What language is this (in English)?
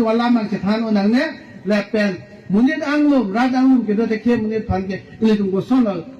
Karbi